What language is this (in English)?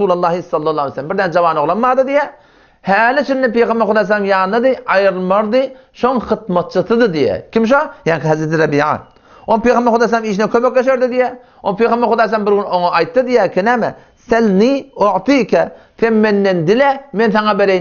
Turkmen